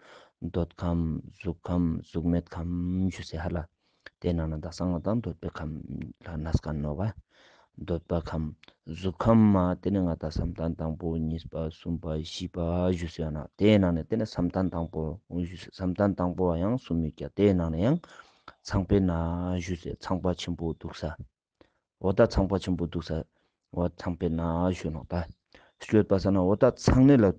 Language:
Ladakhi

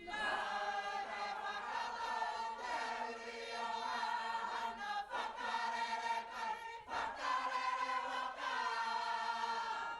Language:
Māori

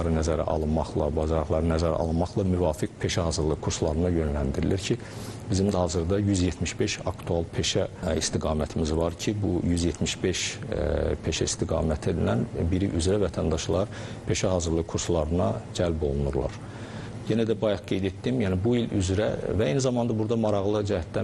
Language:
Azerbaijani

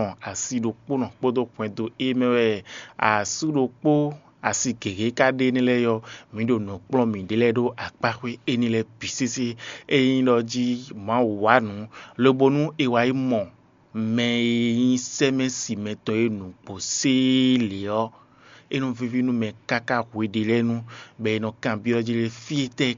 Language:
Fon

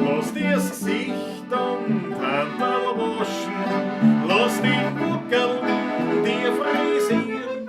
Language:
Bavarian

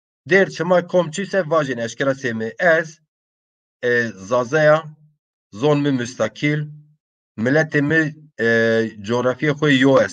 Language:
Zaza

